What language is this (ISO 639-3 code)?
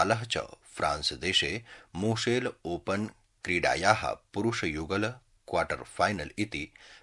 san